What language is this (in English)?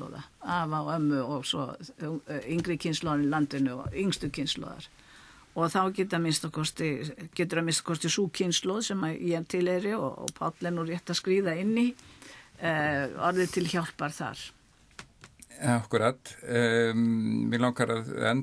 Icelandic